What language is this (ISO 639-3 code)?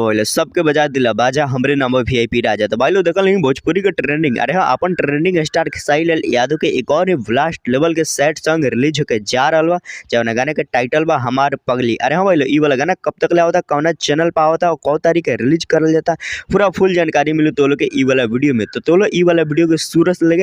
bho